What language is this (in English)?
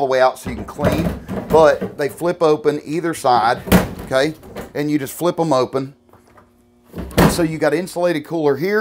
English